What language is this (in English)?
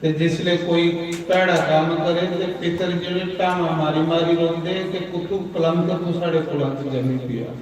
Dogri